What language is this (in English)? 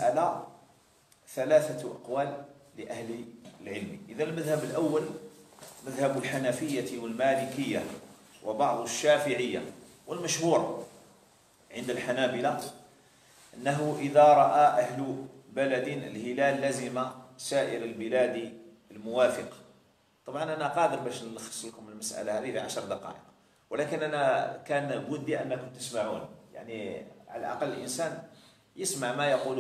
Algerian Arabic